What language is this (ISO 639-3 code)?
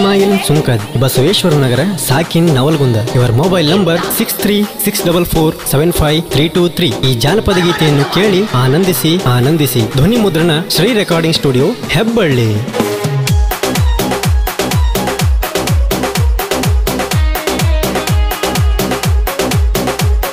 kan